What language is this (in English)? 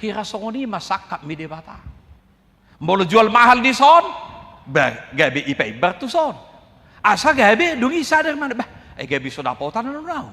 Batak Toba